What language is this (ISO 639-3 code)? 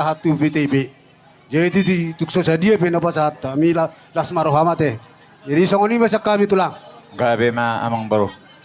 bbc